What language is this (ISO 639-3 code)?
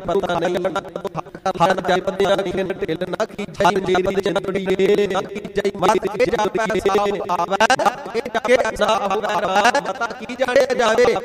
pan